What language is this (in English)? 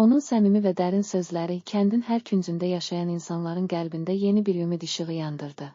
Azerbaijani